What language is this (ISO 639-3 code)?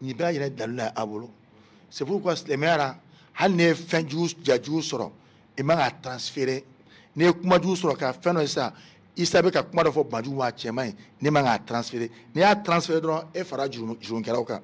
bam